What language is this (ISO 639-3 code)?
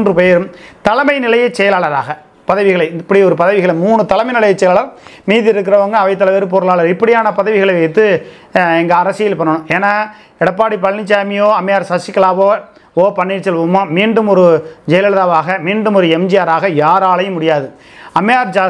tam